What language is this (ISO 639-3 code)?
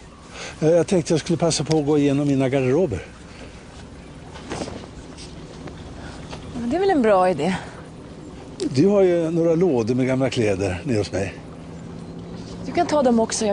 swe